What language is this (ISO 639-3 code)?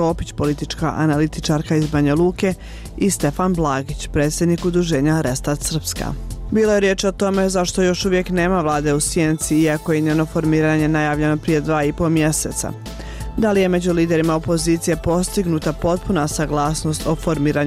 bos